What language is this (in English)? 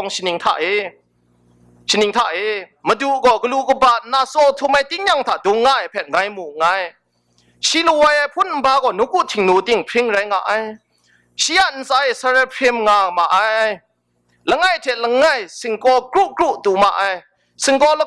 Kachin